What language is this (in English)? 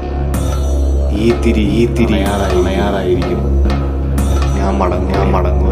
Malayalam